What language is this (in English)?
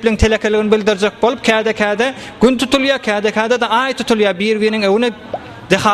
Turkmen